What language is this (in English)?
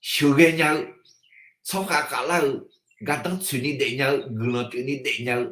Akha